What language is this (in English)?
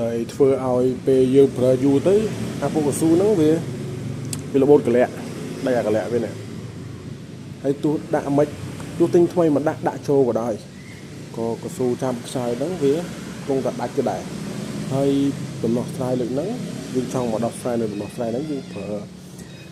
Khmer